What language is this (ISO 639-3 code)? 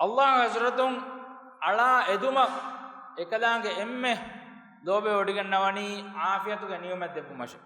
div